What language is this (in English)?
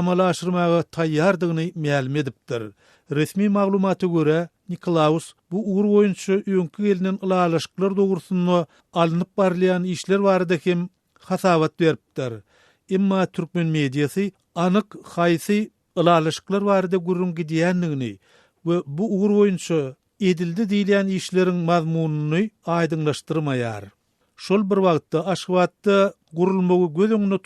Turkmen